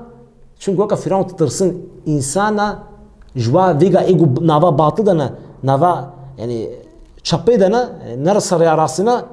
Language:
Kurdish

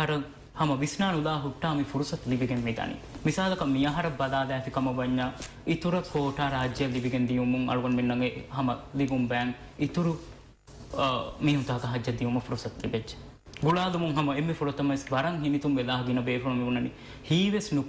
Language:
Divehi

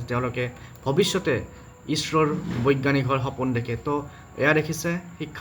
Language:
Assamese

